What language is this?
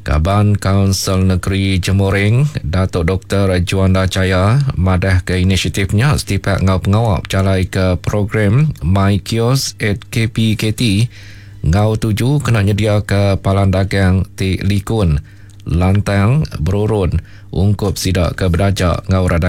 Iban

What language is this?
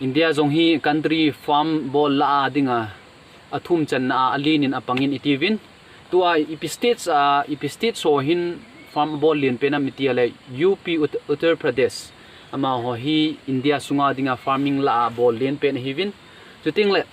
Thado Chin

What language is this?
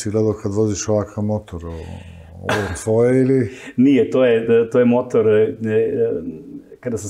Serbian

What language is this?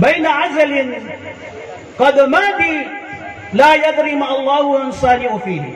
Maranao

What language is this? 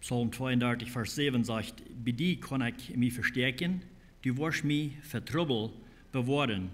Plautdietsch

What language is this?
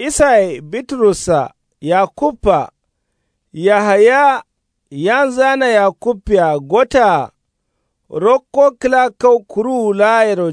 Kanuri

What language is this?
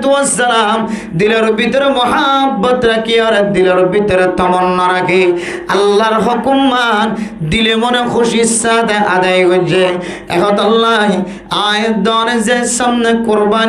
Rohingya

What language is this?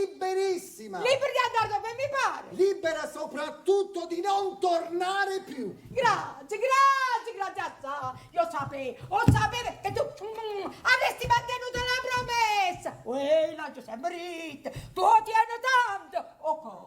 Neapolitan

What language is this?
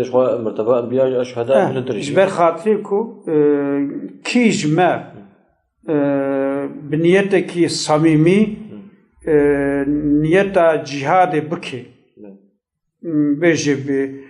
Kurdish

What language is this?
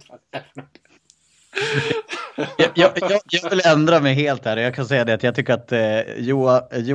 Swedish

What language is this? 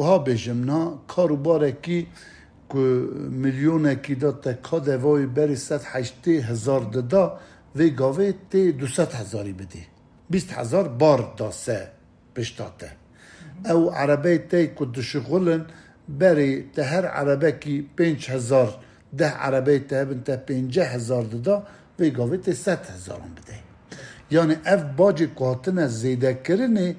Kurdish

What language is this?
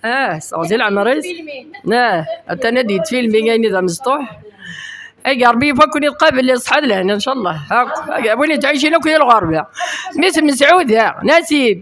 Kabyle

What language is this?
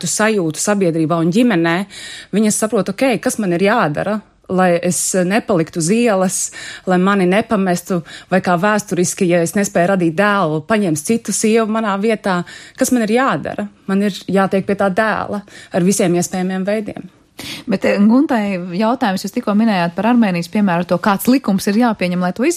Latvian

